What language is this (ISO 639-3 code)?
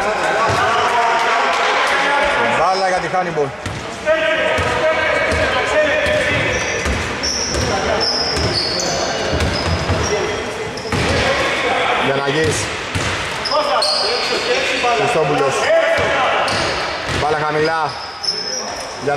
ell